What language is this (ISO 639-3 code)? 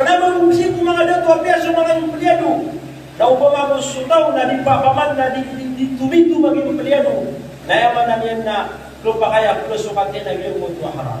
mrw